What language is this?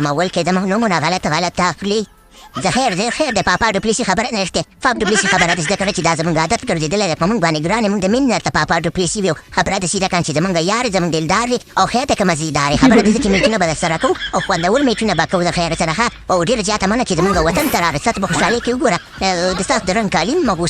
Pashto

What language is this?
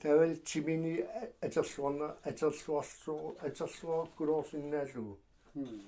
Kalaallisut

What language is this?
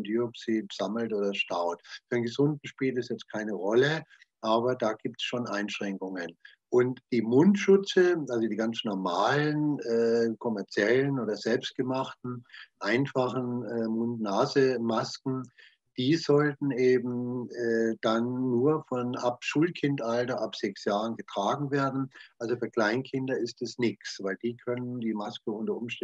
German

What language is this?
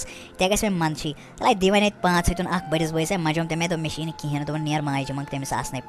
Kashmiri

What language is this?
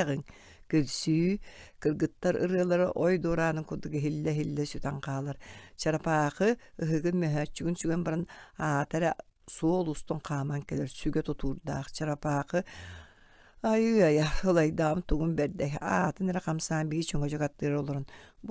Yakut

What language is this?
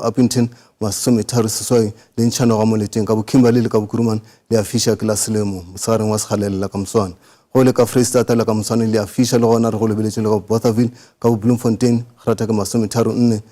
Northern Sotho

